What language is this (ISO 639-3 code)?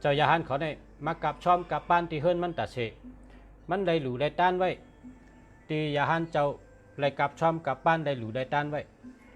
shn